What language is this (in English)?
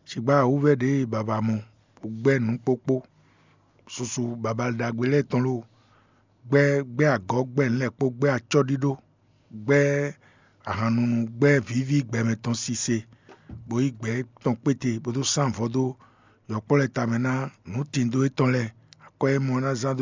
Fon